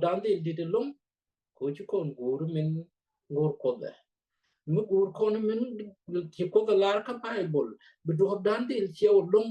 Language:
Nuer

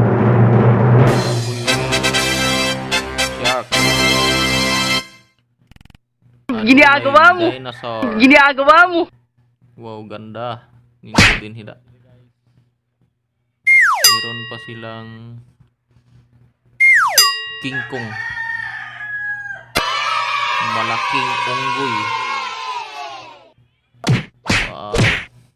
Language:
Filipino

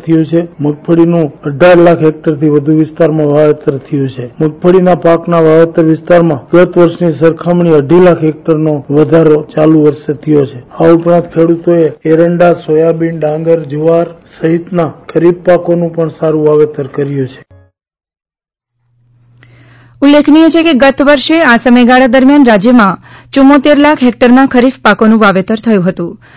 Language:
Gujarati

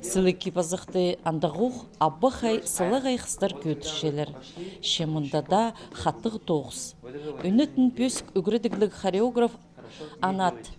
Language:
Khakas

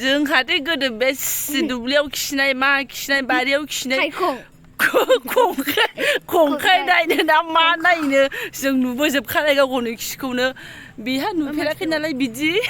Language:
Bodo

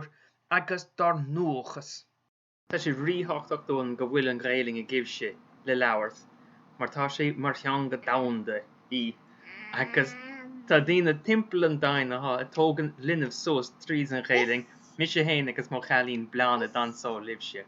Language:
Irish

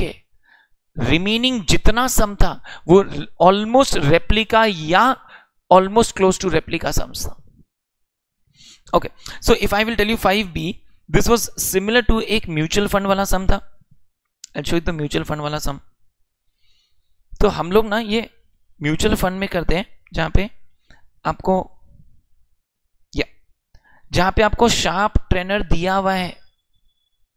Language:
Hindi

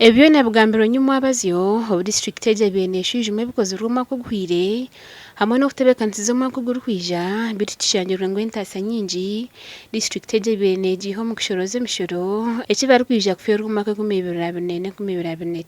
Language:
Nyankole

